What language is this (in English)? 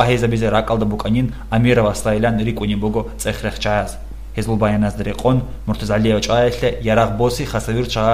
Avaric